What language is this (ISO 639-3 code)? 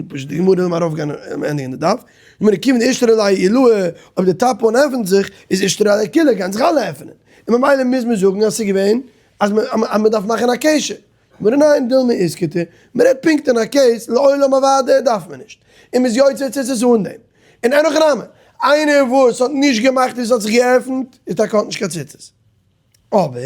yid